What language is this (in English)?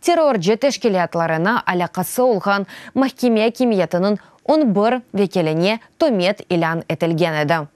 Crimean Tatar